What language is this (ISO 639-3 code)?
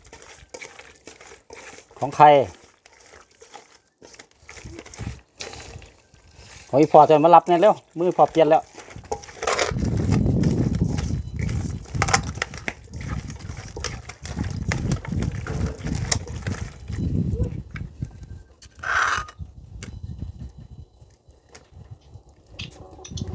tha